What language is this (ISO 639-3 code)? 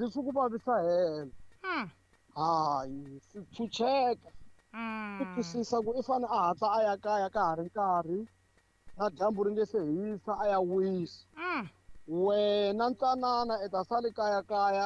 tso